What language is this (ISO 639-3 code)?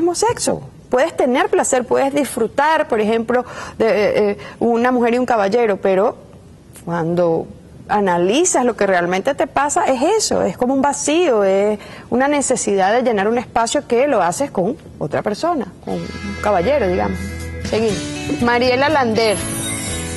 spa